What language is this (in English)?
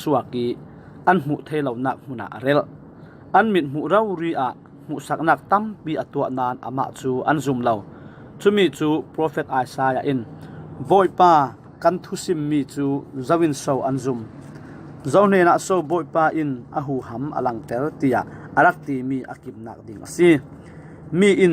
Falam Chin